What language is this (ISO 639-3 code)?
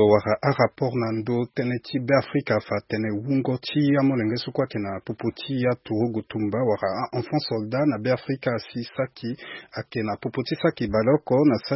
sag